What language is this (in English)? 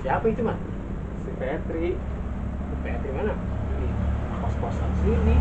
Betawi